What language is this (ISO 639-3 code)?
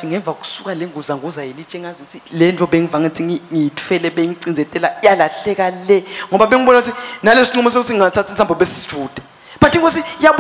ssw